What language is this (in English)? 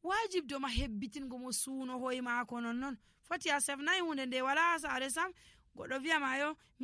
Nigerian Fulfulde